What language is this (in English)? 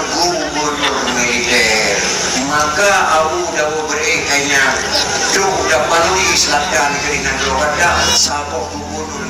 Achinese